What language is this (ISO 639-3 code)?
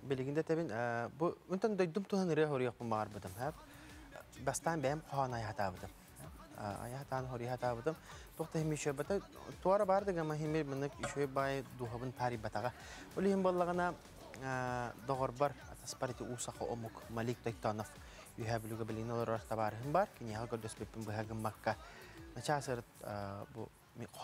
sah